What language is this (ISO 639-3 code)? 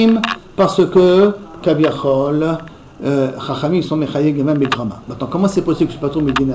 fra